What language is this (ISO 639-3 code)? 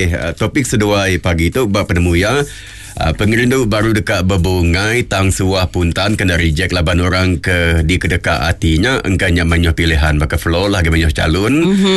iba